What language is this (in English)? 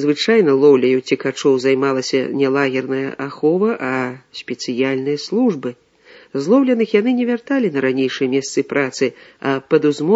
Belarusian